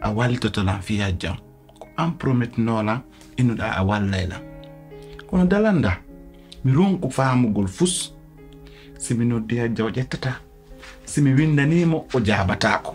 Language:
Pular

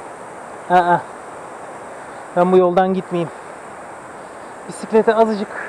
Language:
Turkish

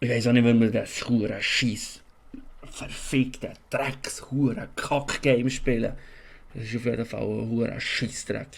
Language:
Swiss German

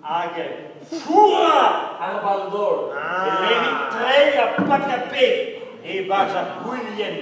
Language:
Breton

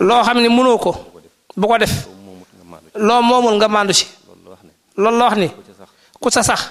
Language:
Wolof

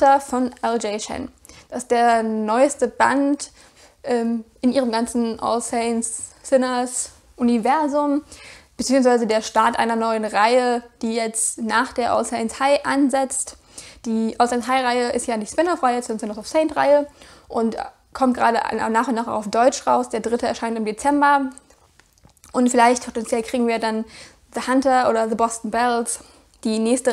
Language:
German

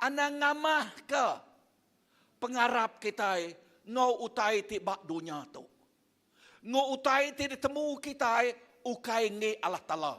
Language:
Iban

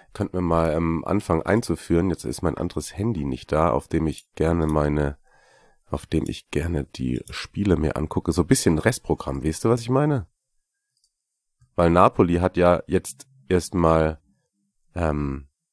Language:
German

